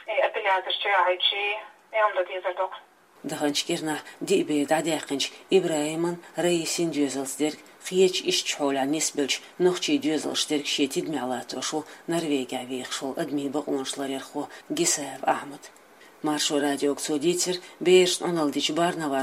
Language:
Chechen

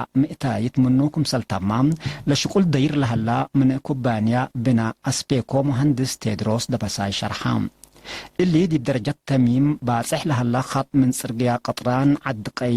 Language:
Tigre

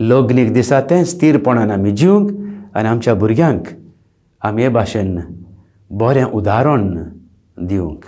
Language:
Konkani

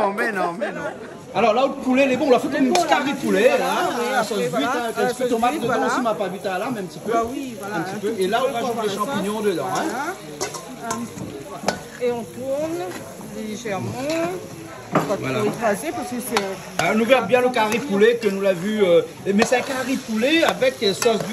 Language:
Réunion Creole French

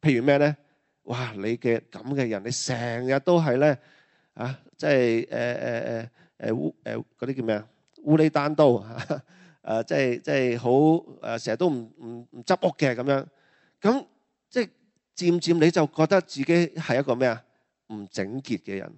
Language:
Cantonese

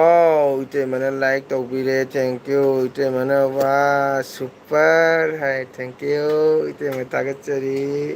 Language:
Manipuri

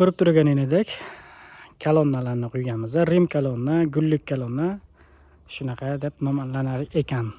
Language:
Uzbek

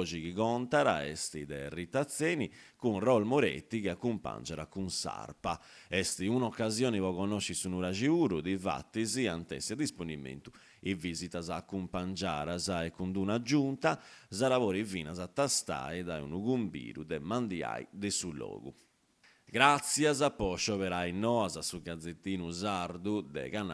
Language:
Sardinian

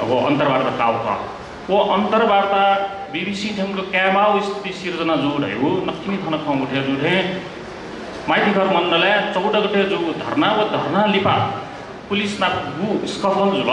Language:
Newari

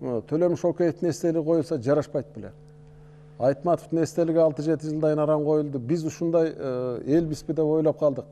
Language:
Kyrgyz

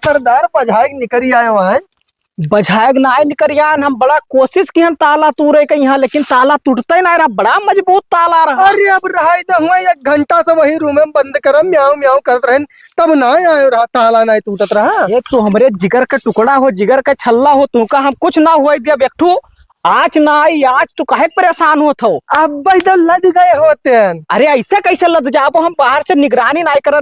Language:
Awadhi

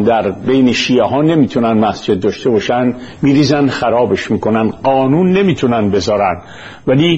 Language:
Persian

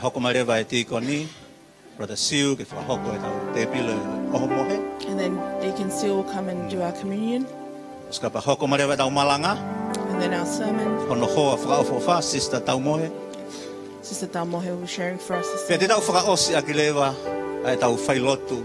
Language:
Tongan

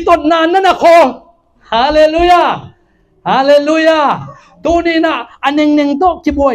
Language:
Tedim Chin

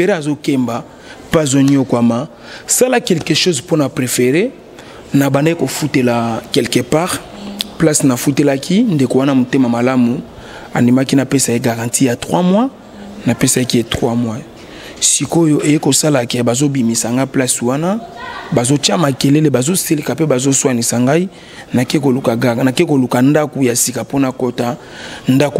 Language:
Lingala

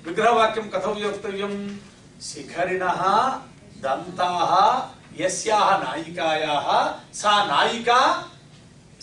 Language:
Sanskrit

